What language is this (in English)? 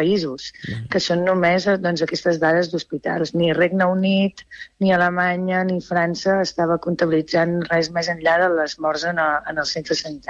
Catalan